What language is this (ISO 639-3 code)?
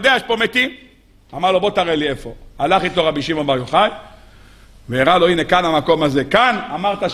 heb